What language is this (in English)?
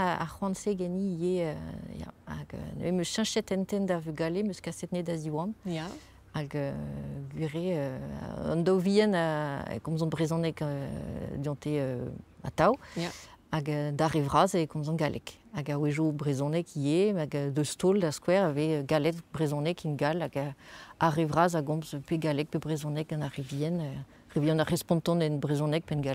Breton